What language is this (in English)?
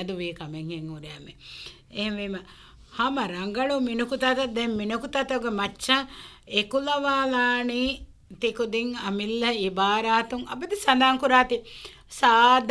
Divehi